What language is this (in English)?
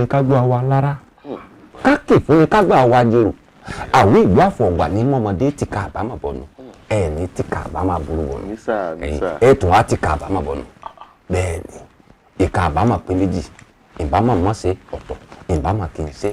Yoruba